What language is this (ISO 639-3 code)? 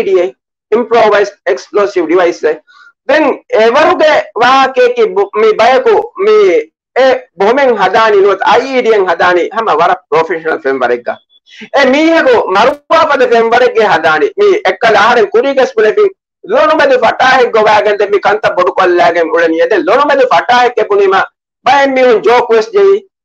div